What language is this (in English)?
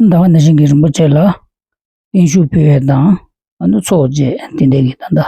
Tibetan